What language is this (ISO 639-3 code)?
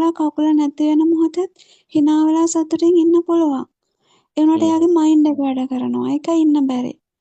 sin